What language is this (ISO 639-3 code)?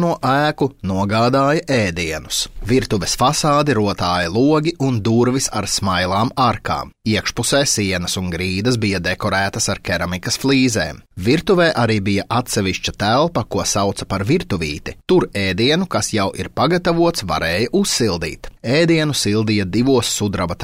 lav